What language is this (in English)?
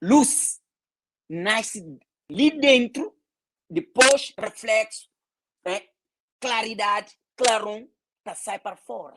Kabuverdianu